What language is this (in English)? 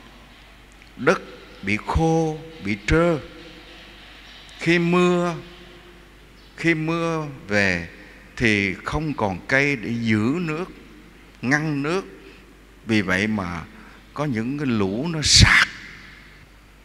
Vietnamese